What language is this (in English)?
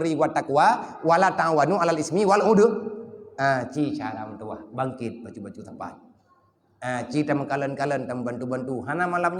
Achinese